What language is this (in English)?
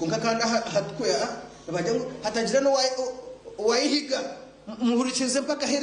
Nyankole